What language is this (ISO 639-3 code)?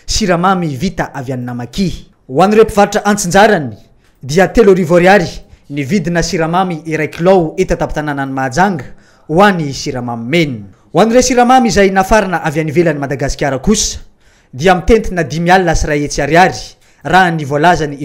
mlg